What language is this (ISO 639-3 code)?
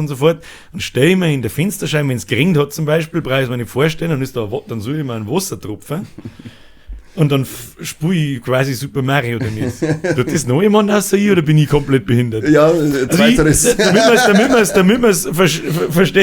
bar